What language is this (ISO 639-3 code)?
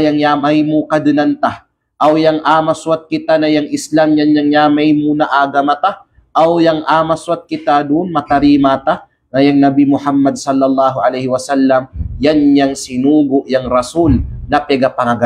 kqe